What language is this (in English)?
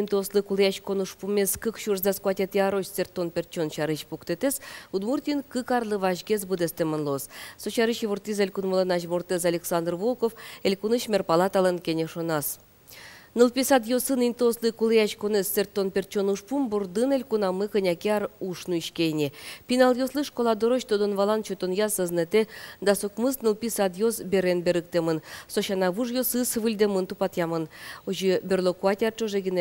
Udmurt